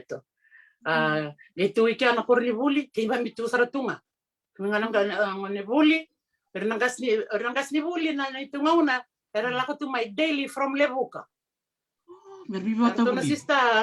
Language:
Fijian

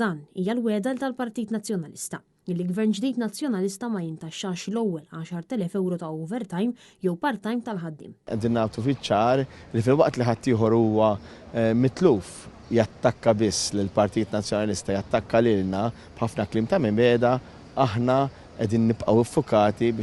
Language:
Maltese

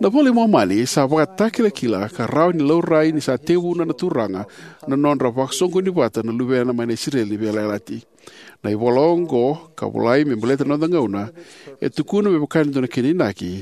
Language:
Fijian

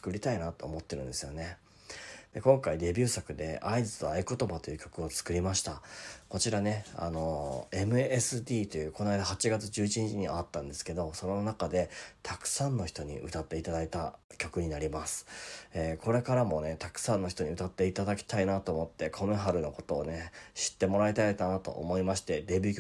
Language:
Japanese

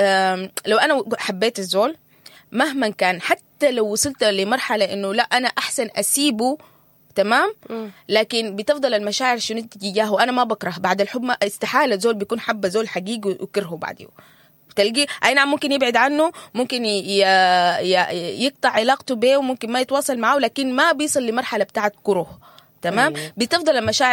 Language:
Sudanese Arabic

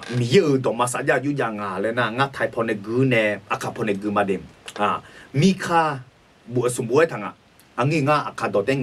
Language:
Akha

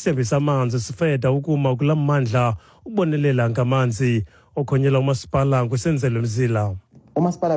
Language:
Xhosa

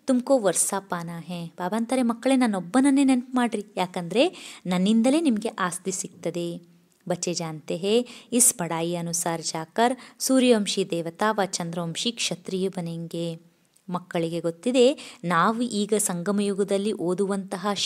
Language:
Kannada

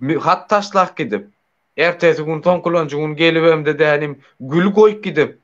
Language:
Turkmen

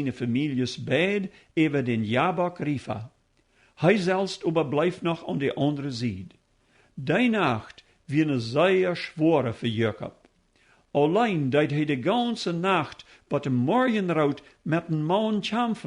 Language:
Plautdietsch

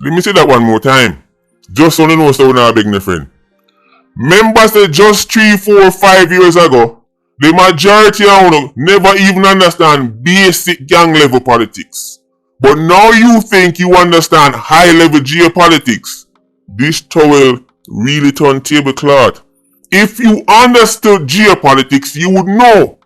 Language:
Jamaican Creole English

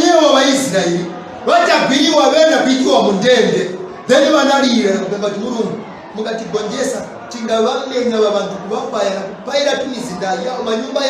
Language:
Nyanja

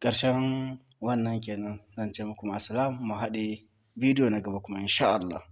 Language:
Hausa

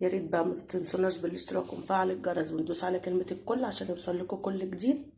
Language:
Egyptian Arabic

